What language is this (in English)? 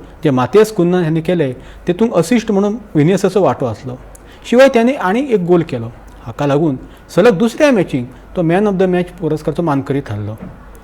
Konkani